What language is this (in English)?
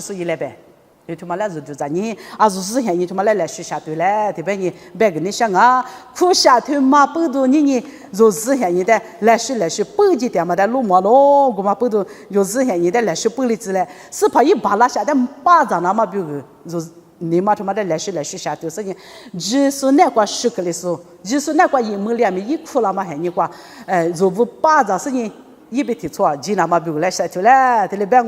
Lisu